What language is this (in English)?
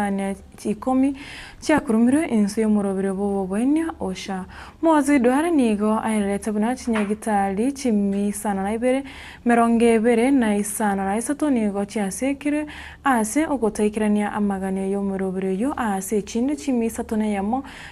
Gusii